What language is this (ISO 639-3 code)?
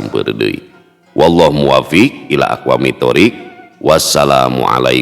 sun